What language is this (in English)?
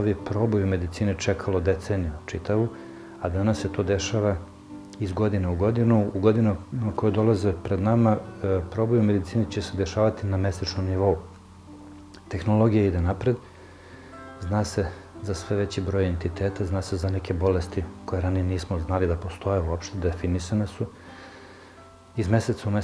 Serbian